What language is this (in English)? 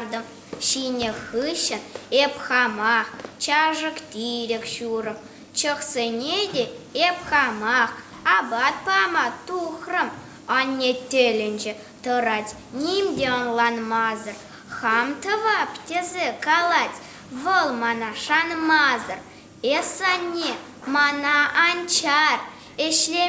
Chuvash